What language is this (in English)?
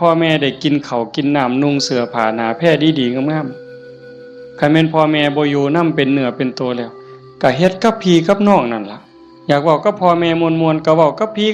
Northeastern Thai